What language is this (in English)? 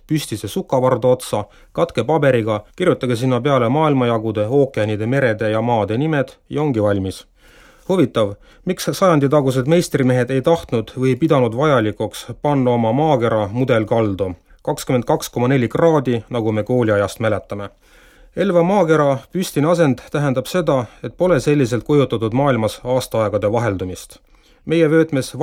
Estonian